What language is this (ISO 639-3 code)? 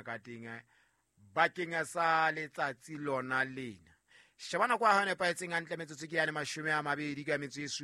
sot